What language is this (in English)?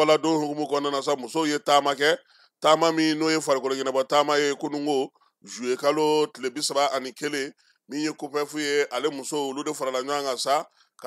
Bambara